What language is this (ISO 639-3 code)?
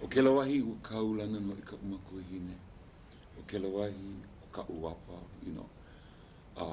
haw